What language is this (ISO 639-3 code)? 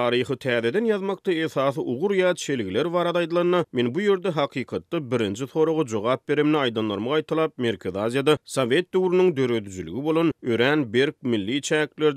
tuk